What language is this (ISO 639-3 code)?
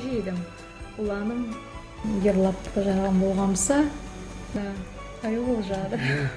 kum